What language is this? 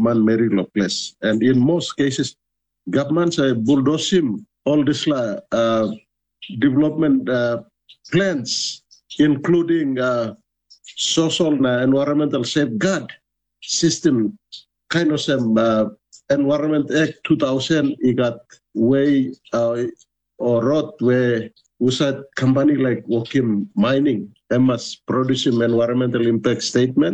Tok Pisin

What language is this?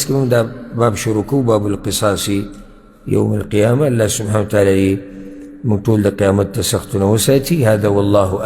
Pashto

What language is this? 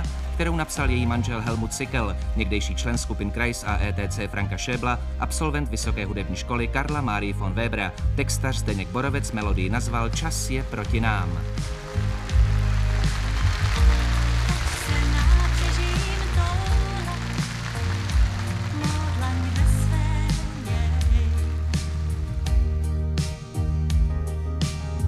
Czech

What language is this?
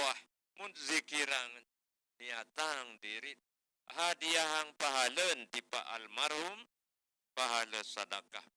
Sasak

